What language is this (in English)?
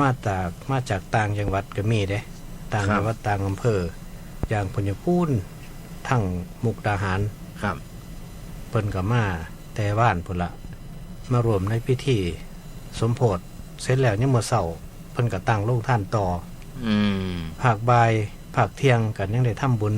Northeastern Thai